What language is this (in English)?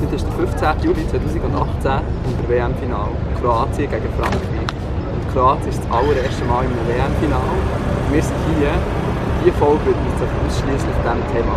Swiss German